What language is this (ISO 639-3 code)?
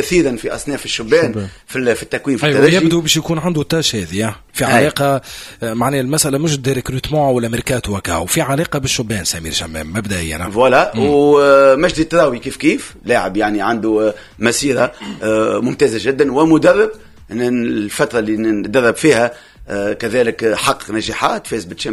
aeb